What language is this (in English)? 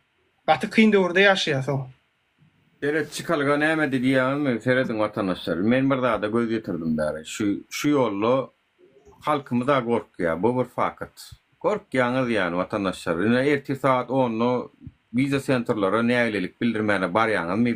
Turkmen